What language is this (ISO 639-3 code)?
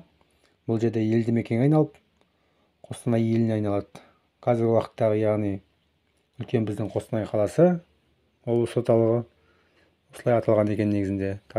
kaz